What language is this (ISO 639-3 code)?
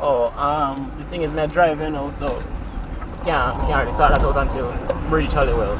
jam